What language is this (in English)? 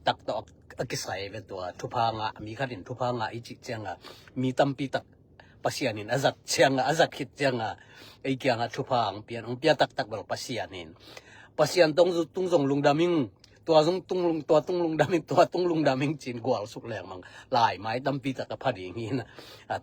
Tedim Chin